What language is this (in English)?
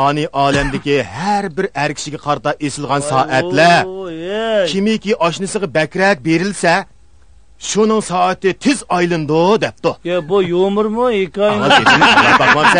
Uyghur